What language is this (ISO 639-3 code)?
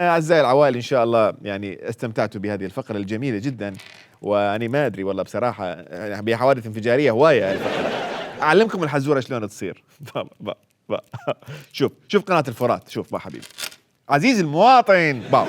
acm